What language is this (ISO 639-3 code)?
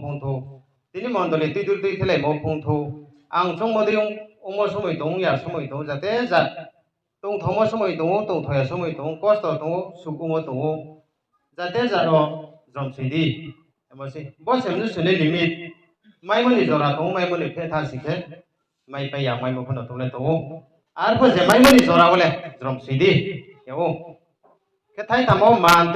ria